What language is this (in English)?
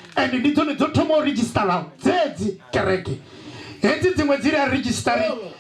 Venda